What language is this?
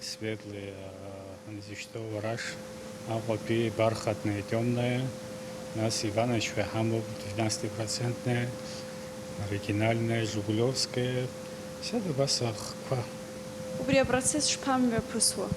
Abkhazian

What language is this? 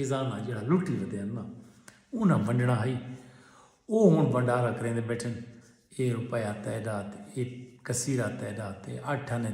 Saraiki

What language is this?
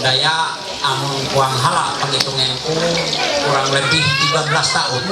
Ma'anyan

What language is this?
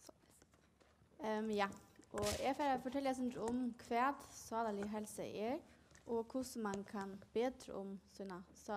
Faroese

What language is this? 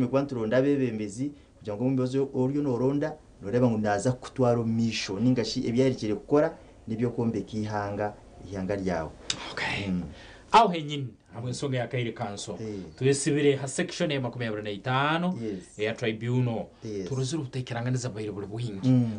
Nyankole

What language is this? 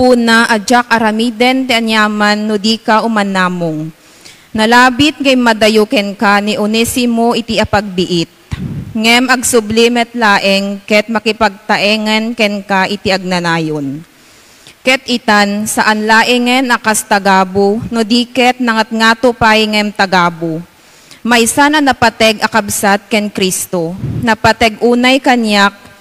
Iloko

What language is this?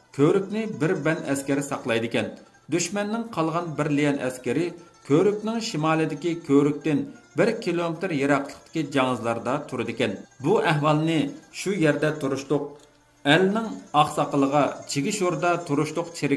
Uyghur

